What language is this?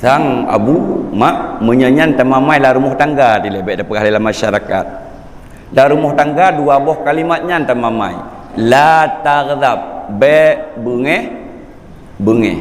Achinese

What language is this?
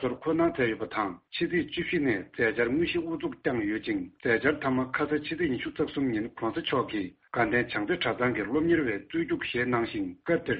Tibetan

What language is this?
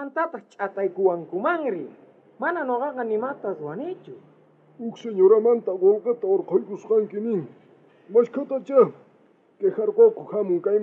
South Bolivian Quechua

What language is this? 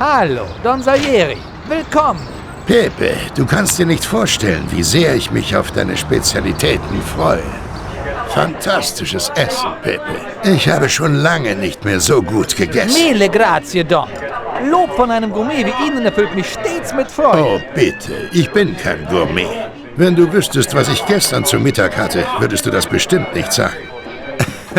Bavarian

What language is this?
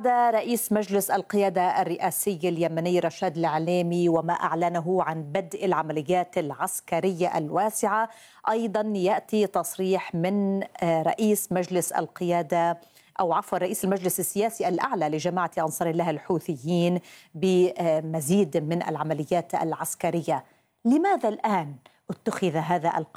Arabic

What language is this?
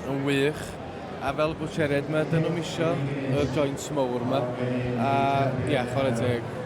Welsh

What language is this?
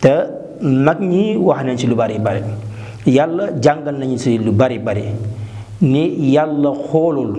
Wolof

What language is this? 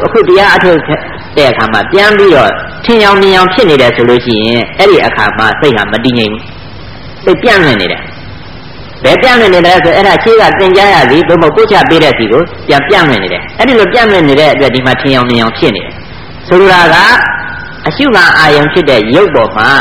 Burmese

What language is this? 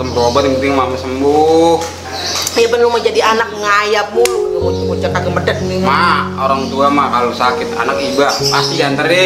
Betawi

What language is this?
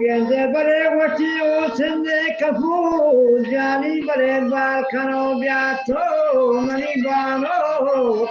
Eastern Balochi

